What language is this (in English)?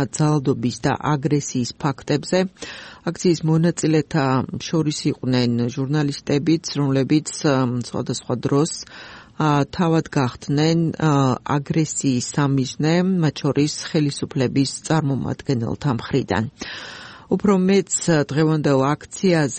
Georgian